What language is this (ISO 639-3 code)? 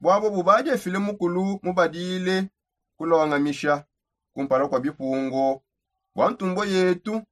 sop